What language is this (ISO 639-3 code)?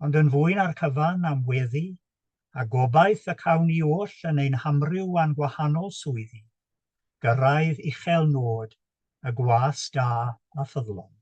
cym